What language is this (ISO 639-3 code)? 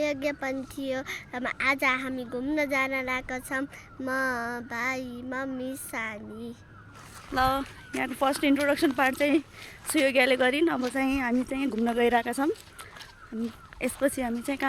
nep